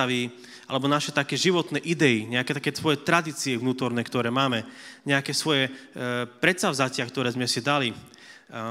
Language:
Slovak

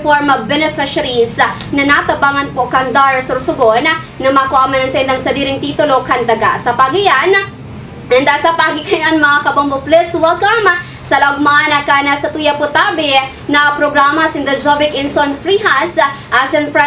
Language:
Bikol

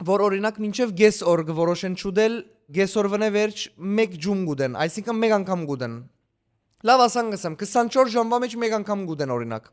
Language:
Western Armenian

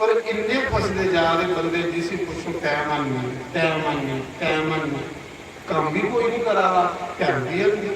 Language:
Dogri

